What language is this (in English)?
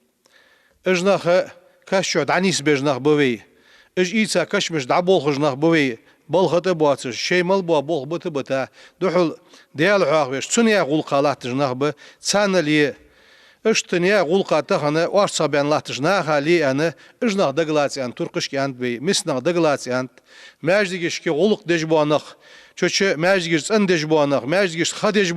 Ingush